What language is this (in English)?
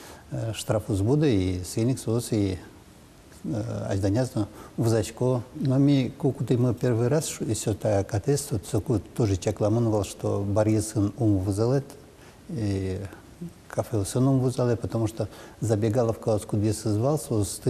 Udmurt